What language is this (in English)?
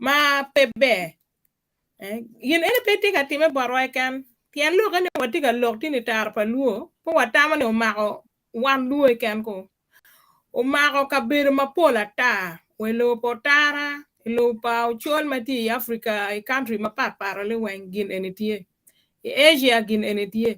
Acoli